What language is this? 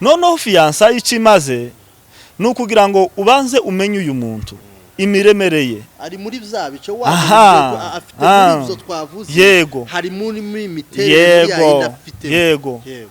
Kinyarwanda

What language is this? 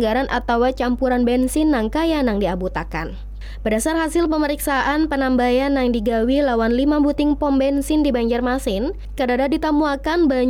Banjar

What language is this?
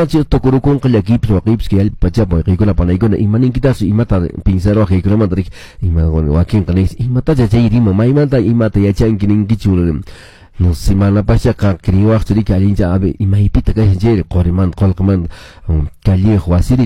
Quechua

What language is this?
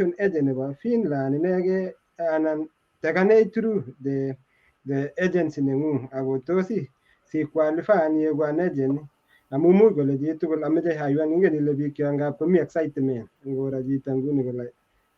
Kalenjin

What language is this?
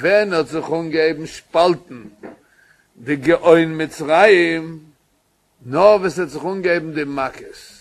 Yiddish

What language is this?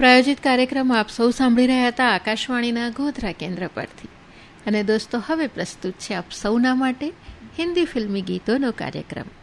Gujarati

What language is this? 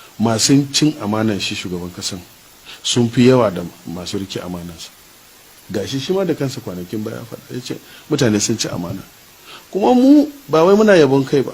Hausa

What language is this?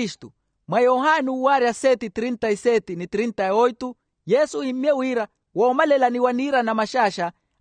Makhuwa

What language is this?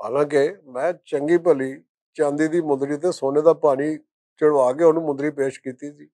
Western Panjabi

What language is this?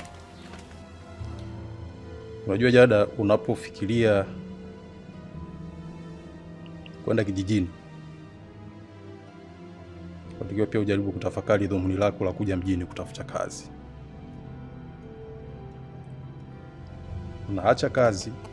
Swahili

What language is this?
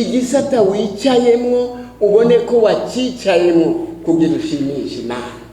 Rundi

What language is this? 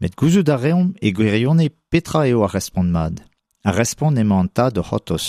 Breton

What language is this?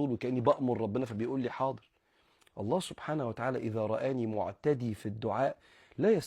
Egyptian Arabic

